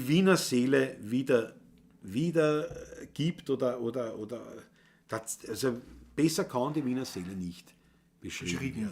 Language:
Bavarian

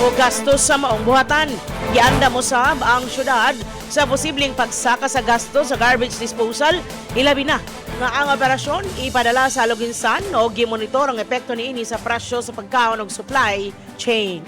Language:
Cebuano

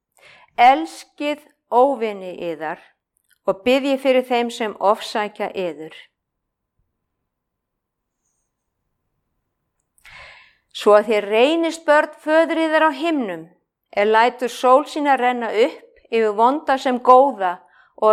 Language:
Icelandic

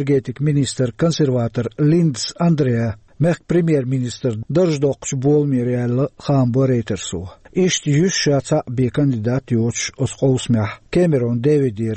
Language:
Chechen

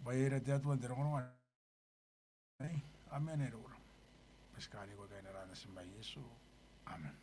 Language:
Gilbertese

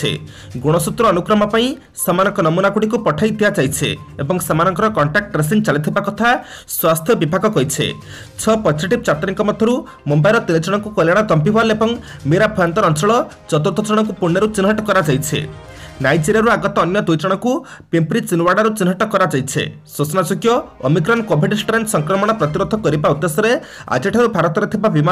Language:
Odia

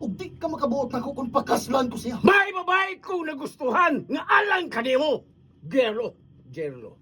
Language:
Cebuano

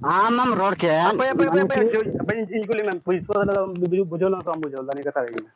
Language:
Santali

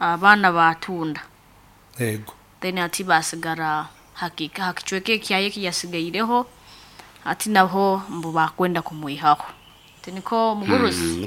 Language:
Nyankole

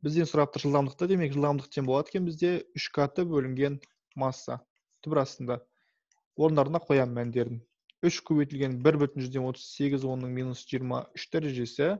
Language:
Kazakh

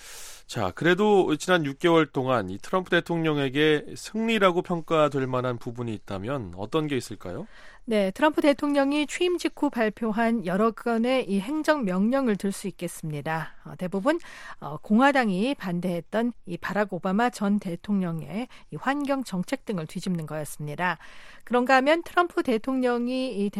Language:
Korean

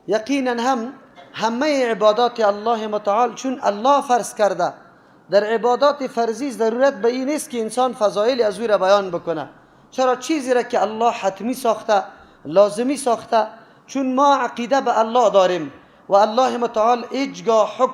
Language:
Persian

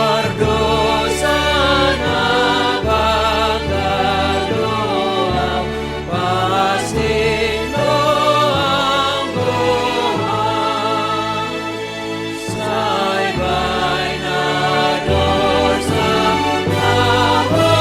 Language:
Batak Simalungun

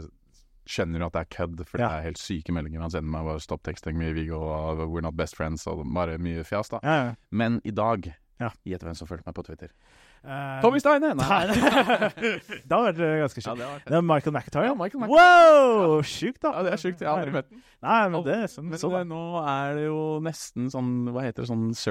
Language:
Norwegian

